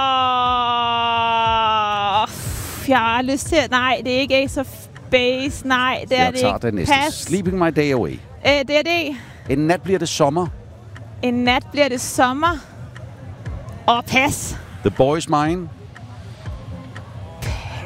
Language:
Danish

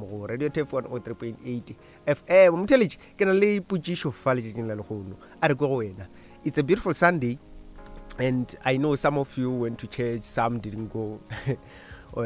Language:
Northern Sotho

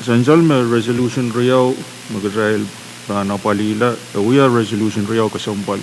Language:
Pohnpeian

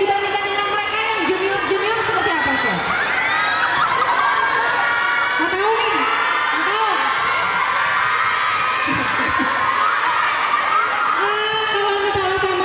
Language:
Indonesian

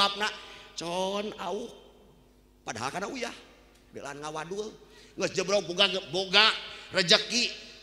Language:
Sundanese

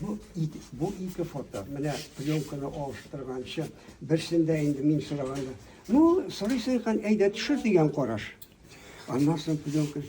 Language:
Tatar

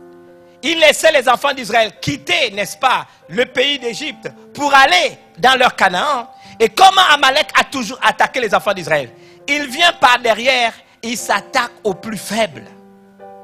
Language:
French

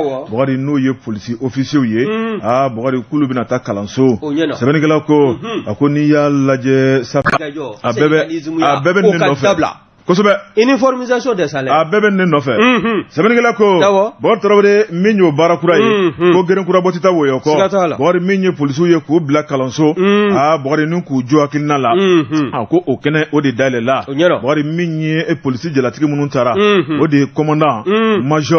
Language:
Bambara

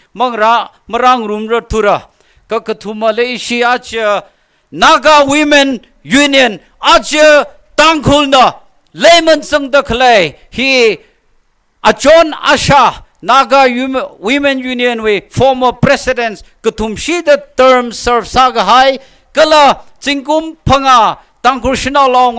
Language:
Tangkhul Naga (India)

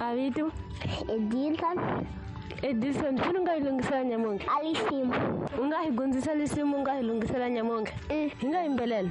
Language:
Tsonga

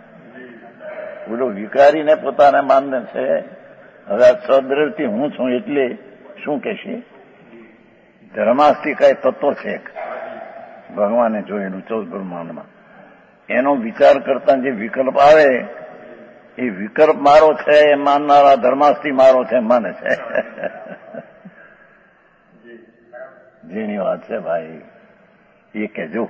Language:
Gujarati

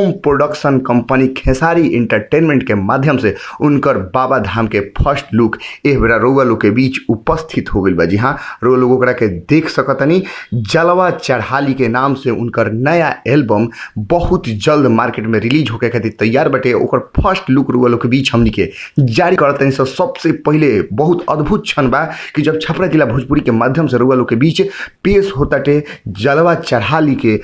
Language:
Bhojpuri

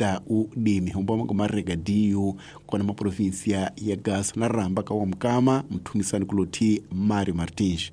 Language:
Tsonga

